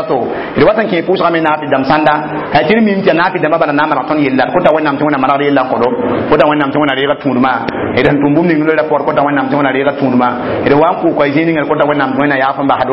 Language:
Mossi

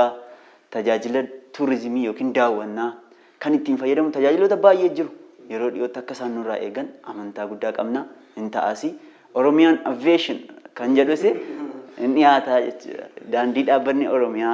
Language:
Oromo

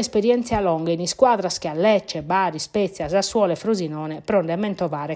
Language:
Sardinian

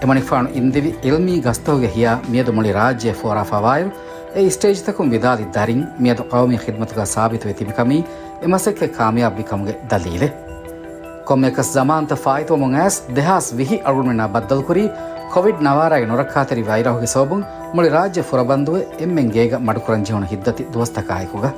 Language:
Divehi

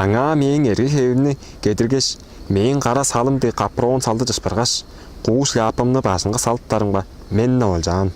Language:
Tuvinian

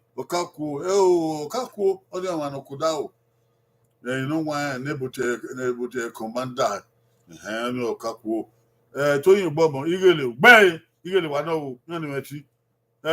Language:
Bini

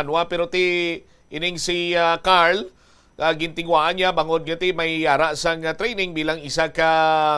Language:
Hiligaynon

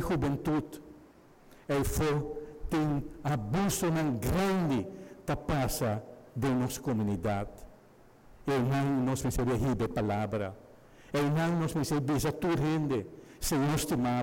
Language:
Papiamento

